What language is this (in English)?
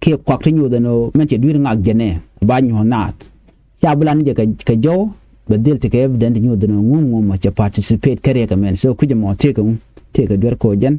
Nuer